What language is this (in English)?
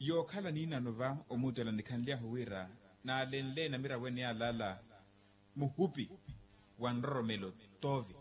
Makhuwa